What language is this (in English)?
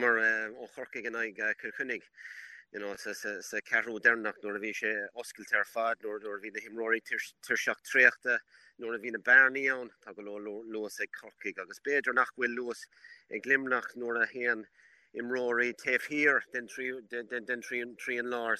Irish